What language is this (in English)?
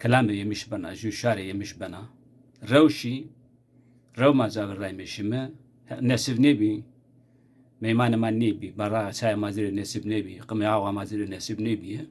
Zaza